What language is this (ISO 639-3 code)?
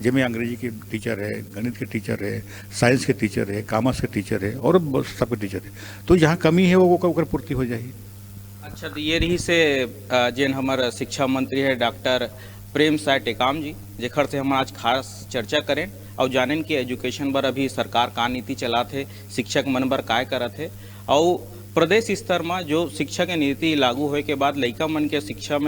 hne